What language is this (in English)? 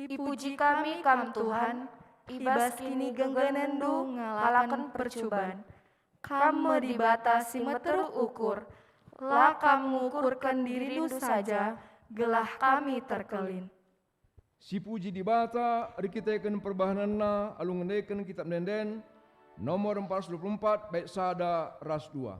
Batak Karo